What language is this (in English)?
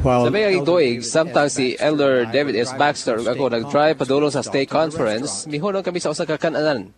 Cebuano